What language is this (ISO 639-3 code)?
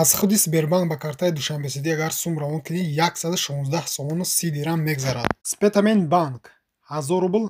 tgk